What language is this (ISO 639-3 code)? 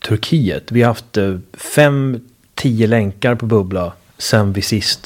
swe